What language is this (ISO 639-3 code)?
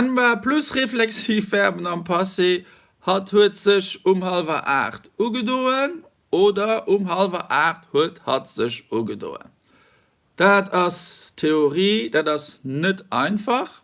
ltz